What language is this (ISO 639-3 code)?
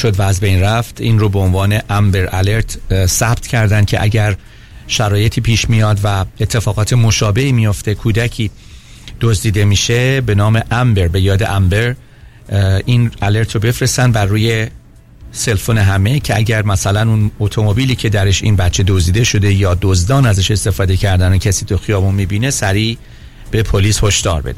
fas